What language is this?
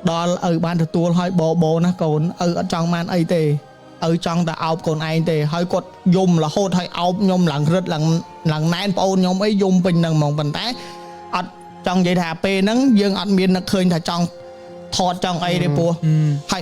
Khmer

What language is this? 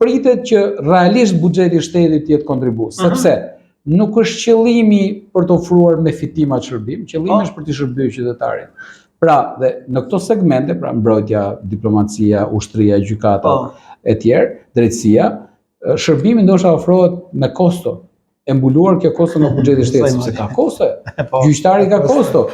Albanian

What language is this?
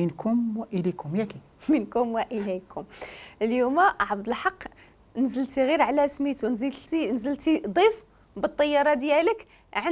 Moroccan Arabic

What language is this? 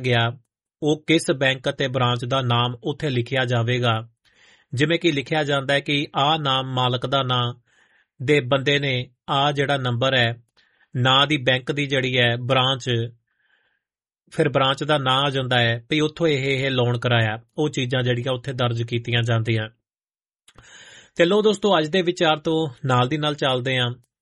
Punjabi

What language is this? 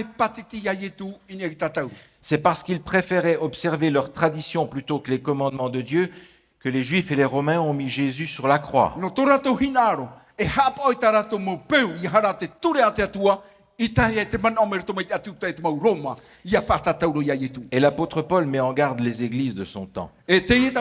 Tahitian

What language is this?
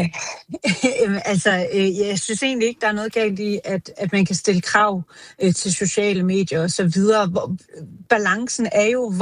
Danish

